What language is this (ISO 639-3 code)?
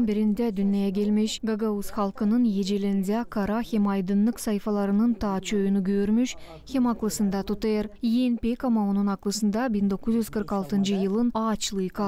gag